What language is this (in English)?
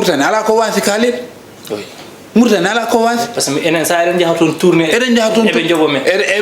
Fula